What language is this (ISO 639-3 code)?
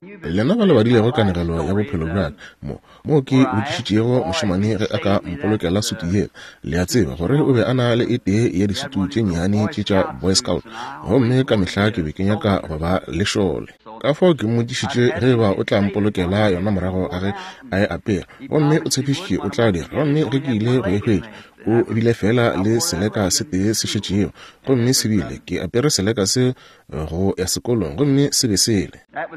nso